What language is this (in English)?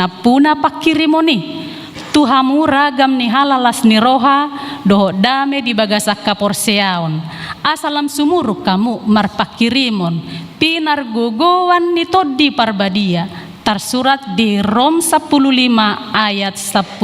Batak Toba